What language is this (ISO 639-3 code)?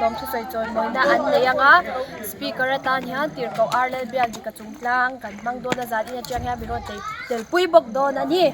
lus